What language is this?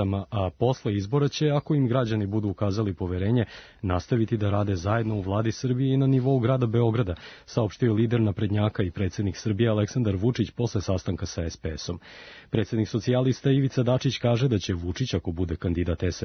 Serbian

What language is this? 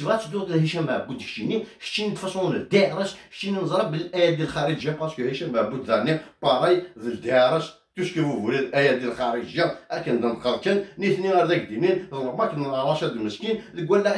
Kabyle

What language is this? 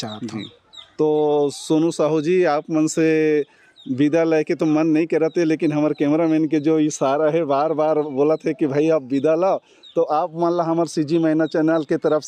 Chhattisgarhi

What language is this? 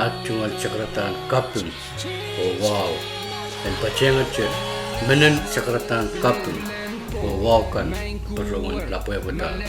Pohnpeian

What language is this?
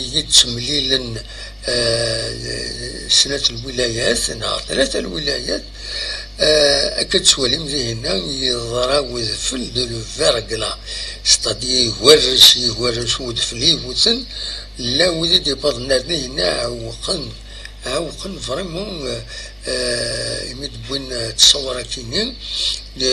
Kabyle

